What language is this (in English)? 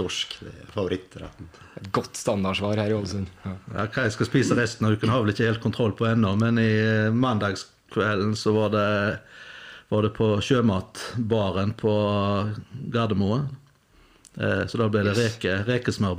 Norwegian